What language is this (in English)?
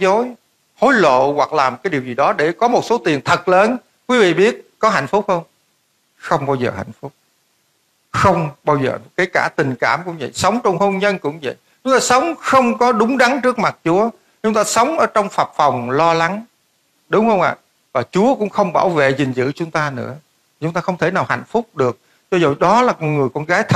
Vietnamese